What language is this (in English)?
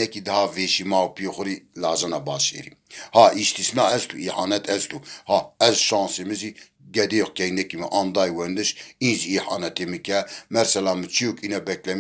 Zaza